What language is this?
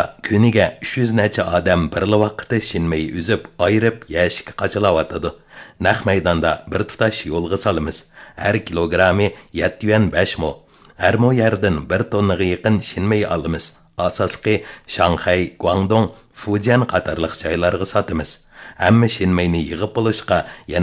Uyghur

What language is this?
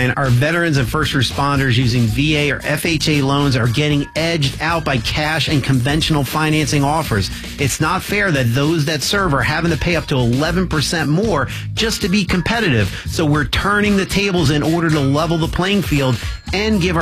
English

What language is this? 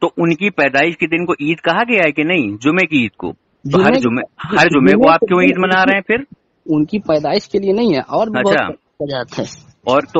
Urdu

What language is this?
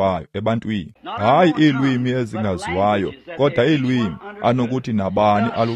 Xhosa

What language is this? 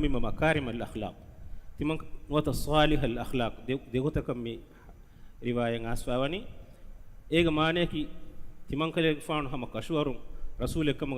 Divehi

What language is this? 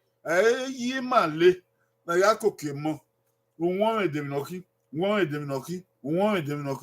Bini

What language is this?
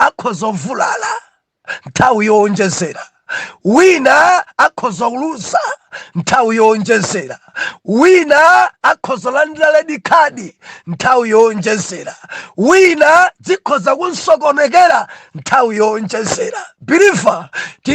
Nyanja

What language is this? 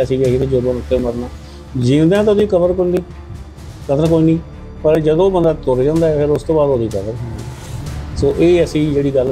Punjabi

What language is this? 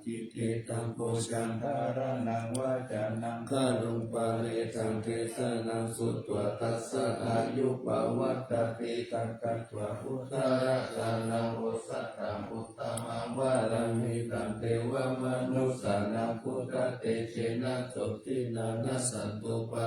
Pali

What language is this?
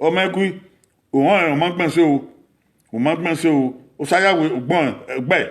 Bini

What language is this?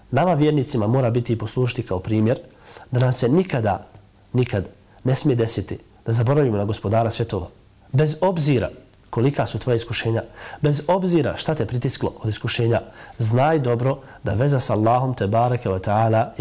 Bosnian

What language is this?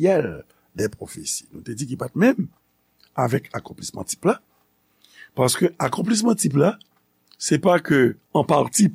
Haitian Creole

